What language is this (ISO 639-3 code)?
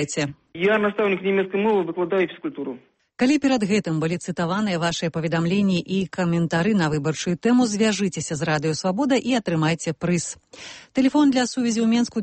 bel